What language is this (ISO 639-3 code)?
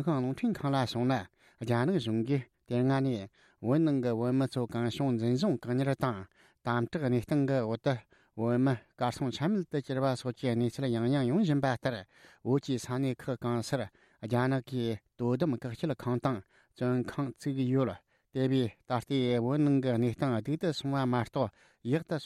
bod